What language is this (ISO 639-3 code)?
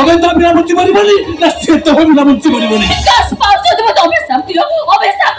ori